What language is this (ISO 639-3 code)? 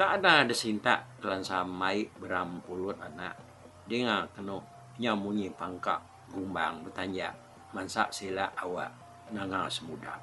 iba